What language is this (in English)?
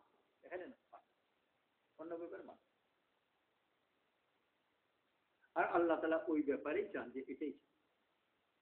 Bangla